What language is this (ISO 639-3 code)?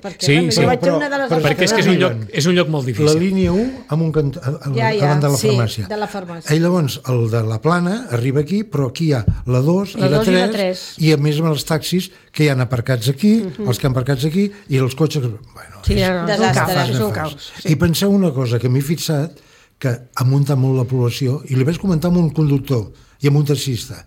cat